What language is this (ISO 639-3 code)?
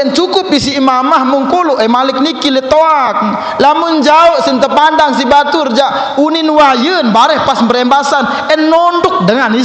sas